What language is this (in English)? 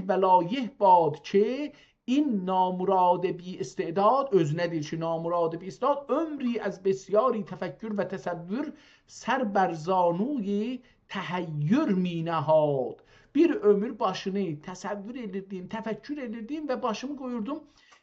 South Azerbaijani